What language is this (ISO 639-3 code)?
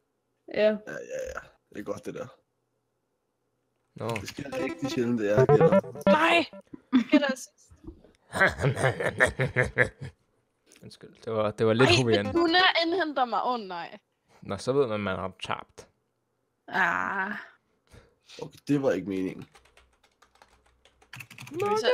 dan